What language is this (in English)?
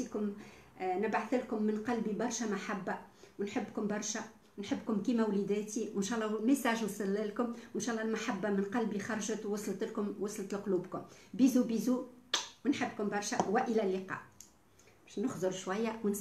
Tunisian Arabic